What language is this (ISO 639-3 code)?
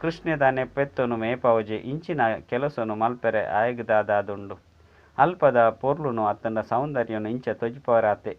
tcy